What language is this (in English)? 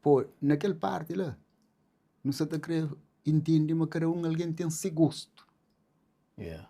Kabuverdianu